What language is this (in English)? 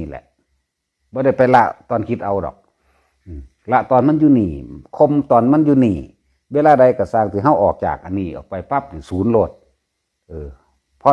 Northeastern Thai